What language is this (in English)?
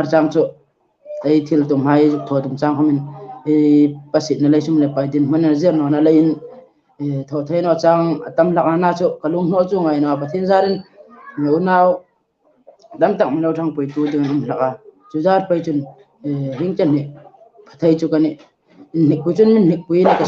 Hmar